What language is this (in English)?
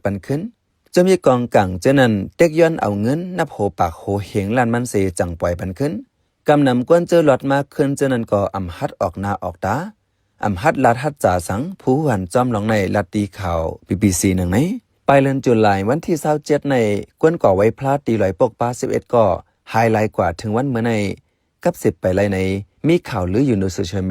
Shan